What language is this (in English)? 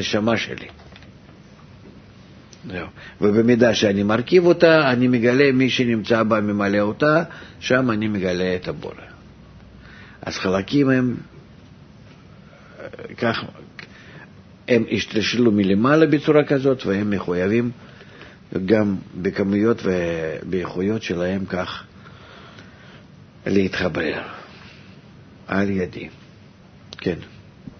Hebrew